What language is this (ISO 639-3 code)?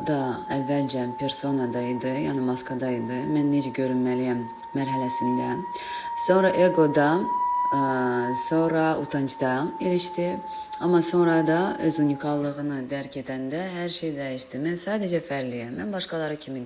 aze